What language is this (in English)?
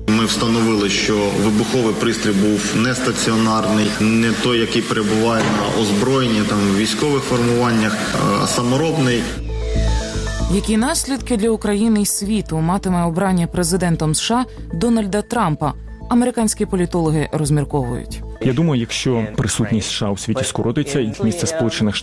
Ukrainian